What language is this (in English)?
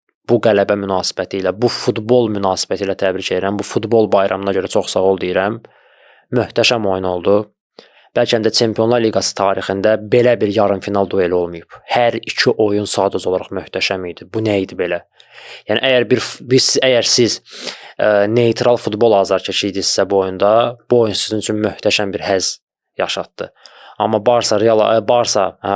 Azerbaijani